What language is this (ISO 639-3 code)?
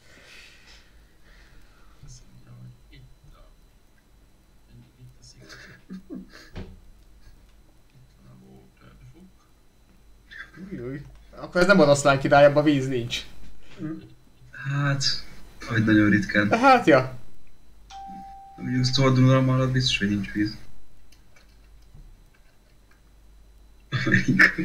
hun